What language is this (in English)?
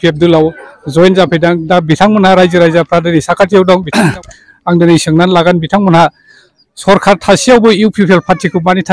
Bodo